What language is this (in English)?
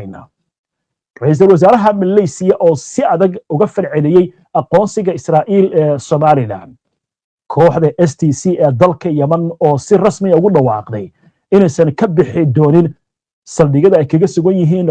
Somali